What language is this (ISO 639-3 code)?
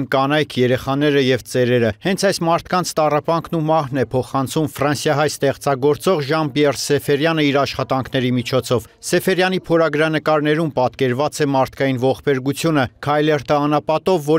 hye